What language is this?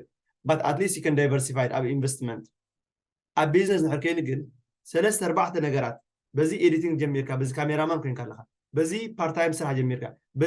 Tigrinya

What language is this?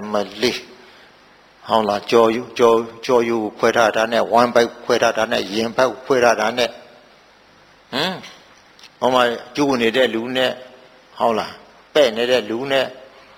Burmese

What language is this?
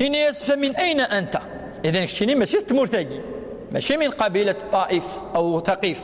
Kabyle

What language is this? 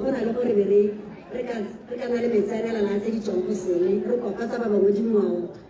Tswana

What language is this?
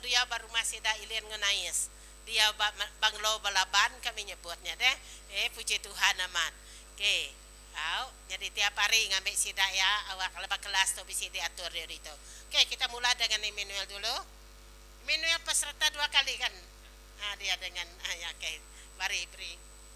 Iban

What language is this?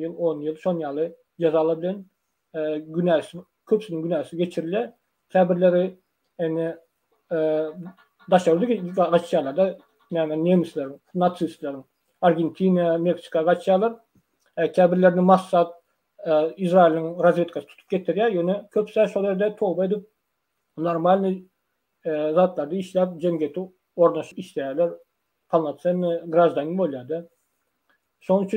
Turkmen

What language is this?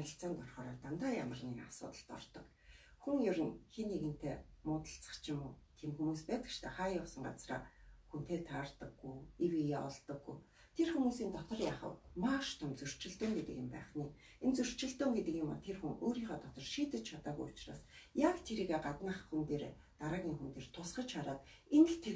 Mongolian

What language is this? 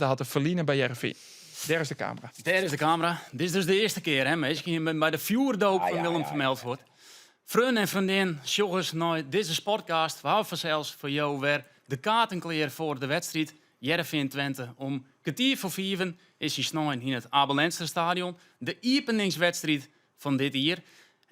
Western Frisian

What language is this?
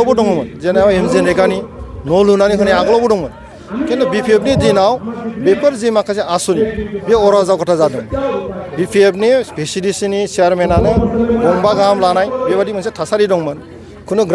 Bodo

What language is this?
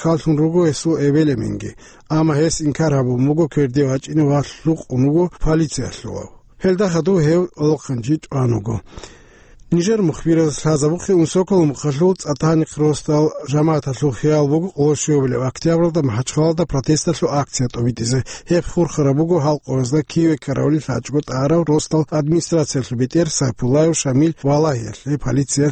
Avaric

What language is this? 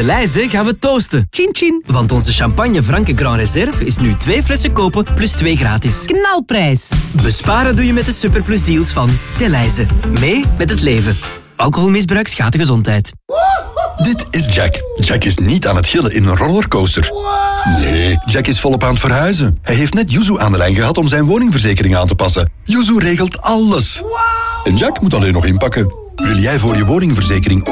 Dutch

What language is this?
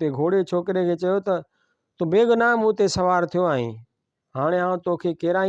Sindhi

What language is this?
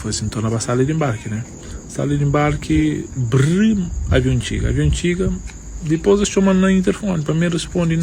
Kabuverdianu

